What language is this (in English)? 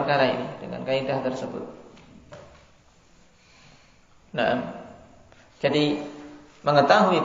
Indonesian